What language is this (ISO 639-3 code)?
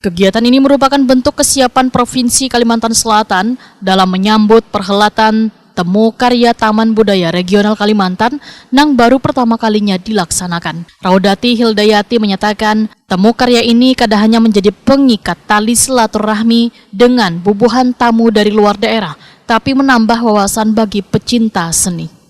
bjn